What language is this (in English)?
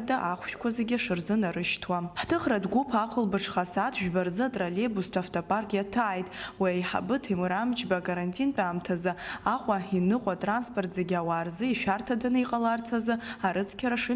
Abkhazian